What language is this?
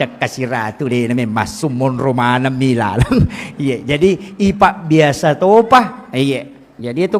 Buginese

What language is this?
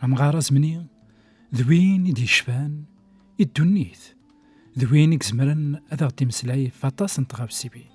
Kabyle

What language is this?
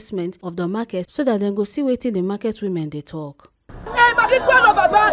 Nigerian Pidgin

